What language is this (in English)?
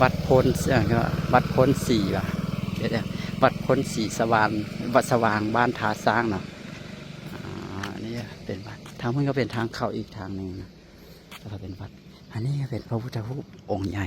Lao